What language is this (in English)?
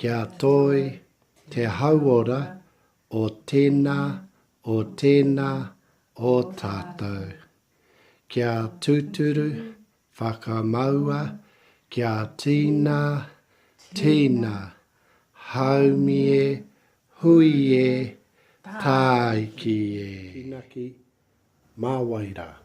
Māori